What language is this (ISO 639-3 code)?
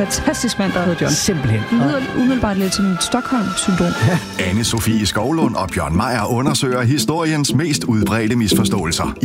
dan